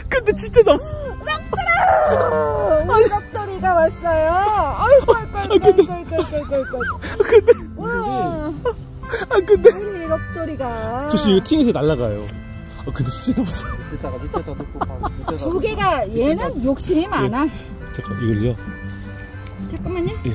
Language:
Korean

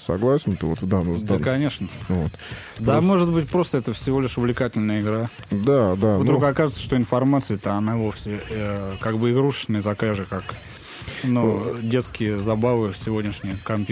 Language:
Russian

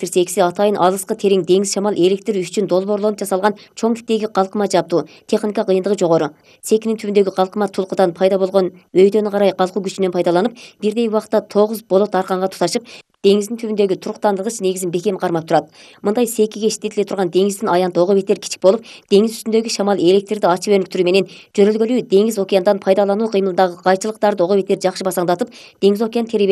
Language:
Kyrgyz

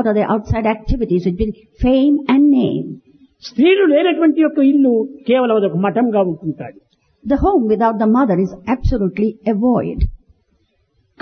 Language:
Telugu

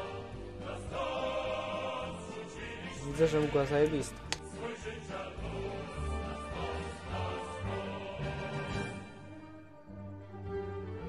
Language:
Polish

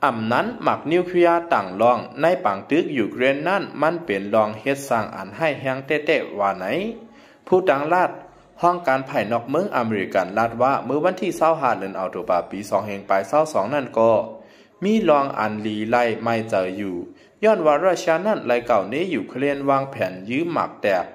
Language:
Shan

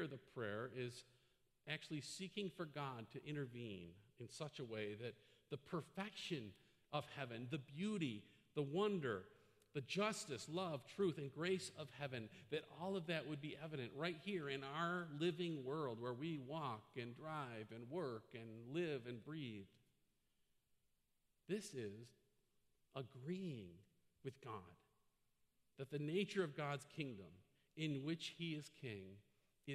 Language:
English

